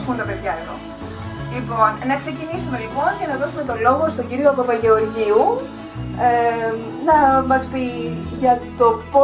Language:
Greek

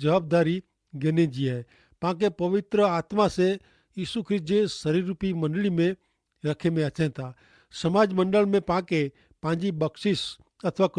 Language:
Kachhi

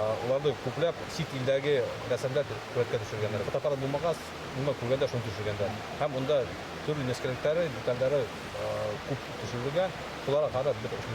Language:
Bashkir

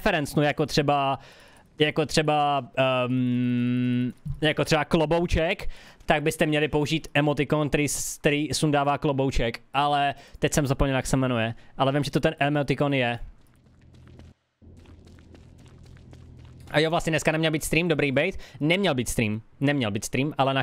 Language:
Czech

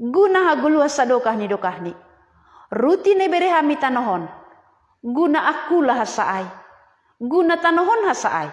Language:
Batak Simalungun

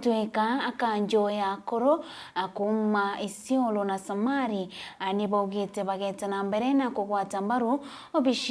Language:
Meru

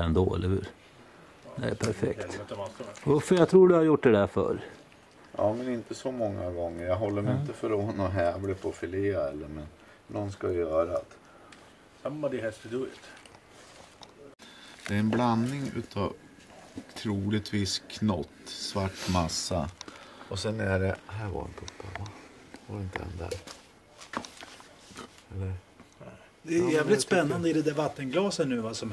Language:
Swedish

